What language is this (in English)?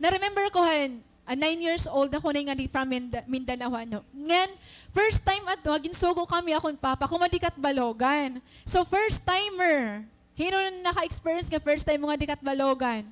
Waray